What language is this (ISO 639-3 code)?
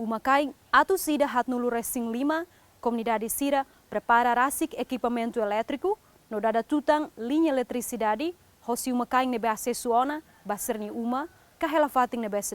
tet